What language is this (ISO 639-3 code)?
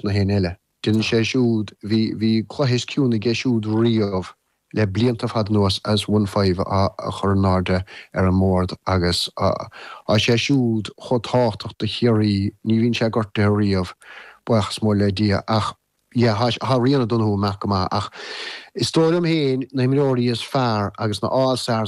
gle